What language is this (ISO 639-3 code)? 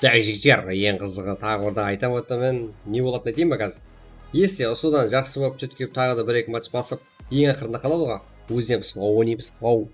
kaa